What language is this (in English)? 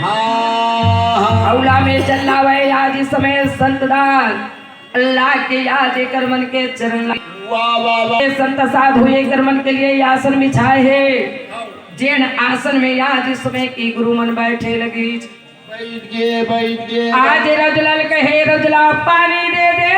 Chhattisgarhi